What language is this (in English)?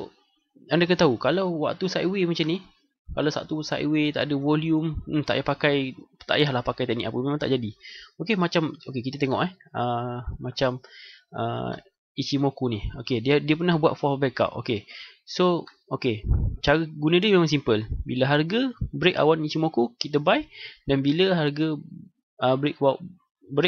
Malay